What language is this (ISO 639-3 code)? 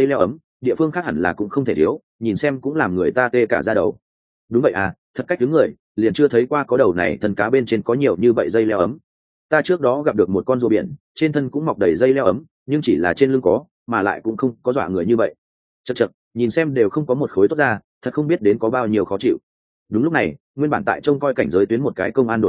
vie